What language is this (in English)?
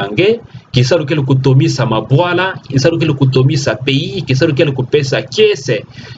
Kituba (Democratic Republic of Congo)